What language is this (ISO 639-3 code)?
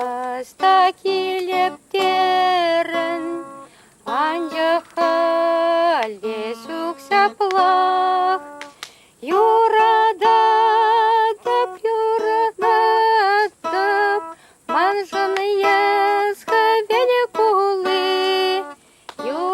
chv